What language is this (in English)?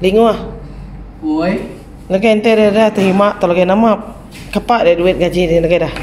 Iban